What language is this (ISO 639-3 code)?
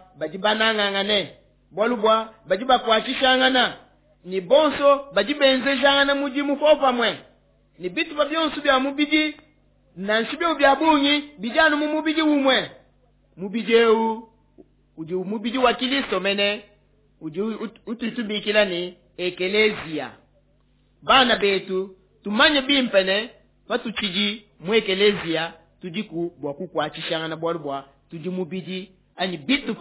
lua